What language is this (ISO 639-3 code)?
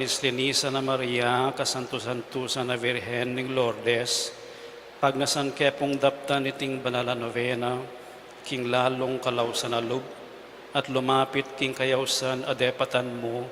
pam